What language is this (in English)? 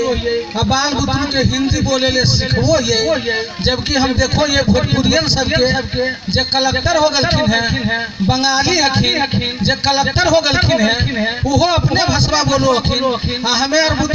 Magahi